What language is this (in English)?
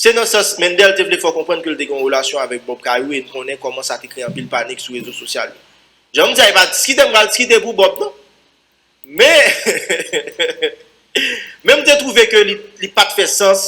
Haitian Creole